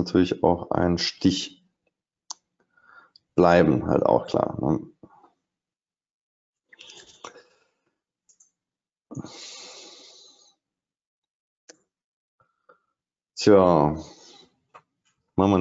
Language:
German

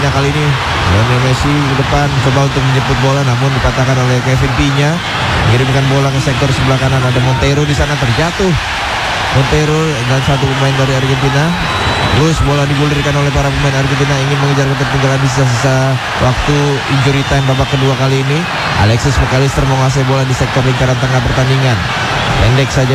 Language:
Indonesian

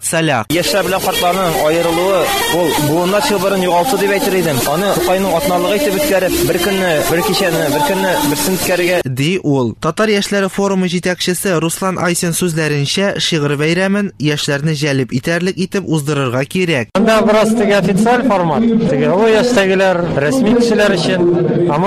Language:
Tatar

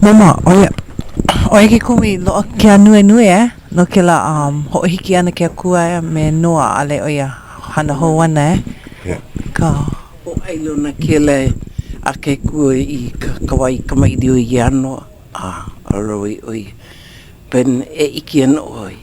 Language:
Hawaiian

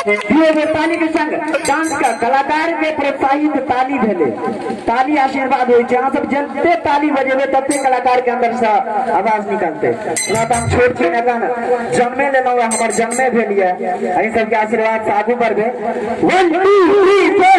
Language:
Maithili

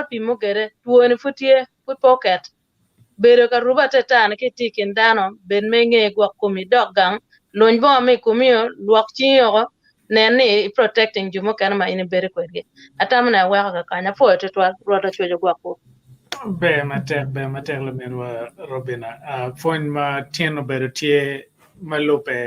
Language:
Acoli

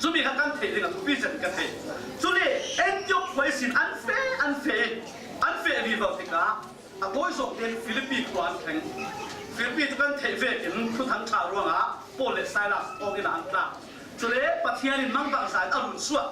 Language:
Falam Chin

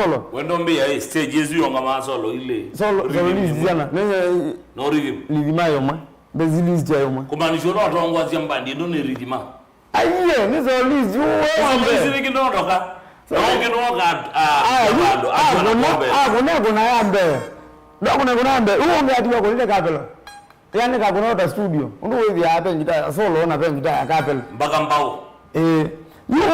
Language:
Kamba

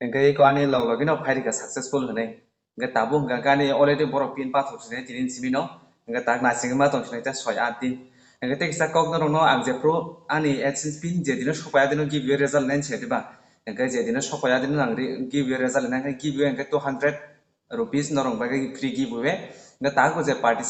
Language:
Kok Borok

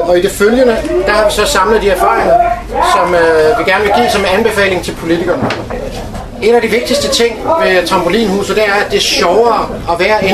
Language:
Danish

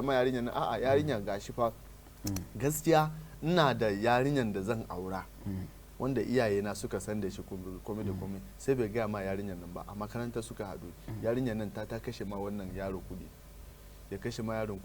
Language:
Hausa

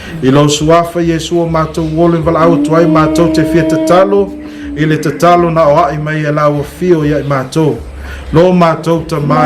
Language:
Samoan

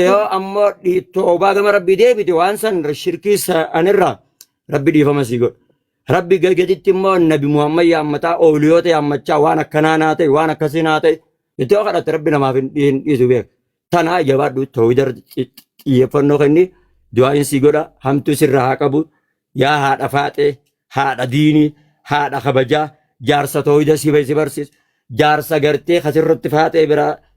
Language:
Oromo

